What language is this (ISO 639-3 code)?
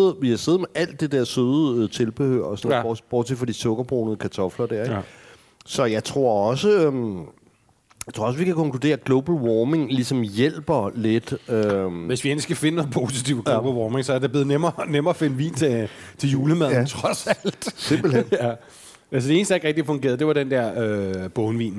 dan